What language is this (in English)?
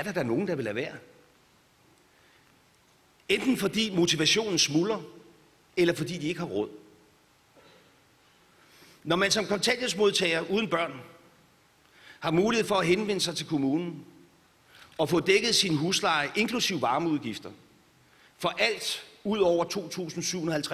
Danish